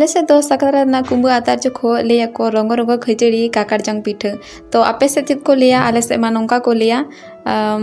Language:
Santali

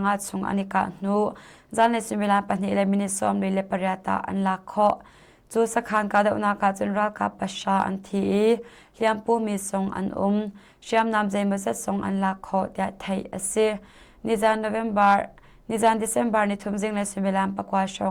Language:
Hakha Chin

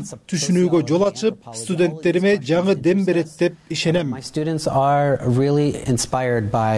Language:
Kyrgyz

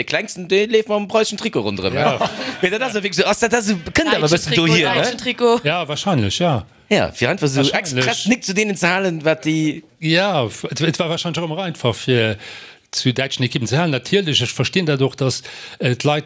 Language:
Luxembourgish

